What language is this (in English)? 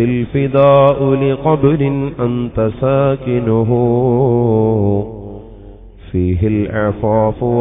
Malayalam